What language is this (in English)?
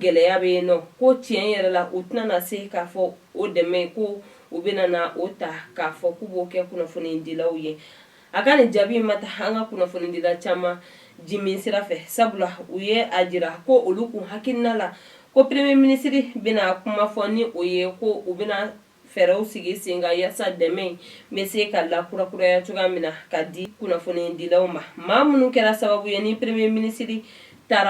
Bambara